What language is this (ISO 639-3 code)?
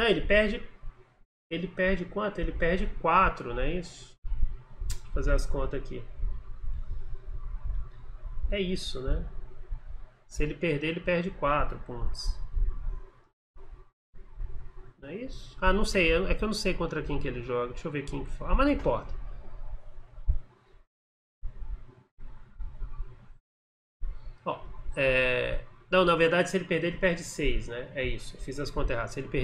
por